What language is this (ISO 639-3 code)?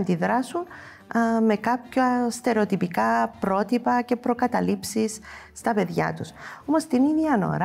ell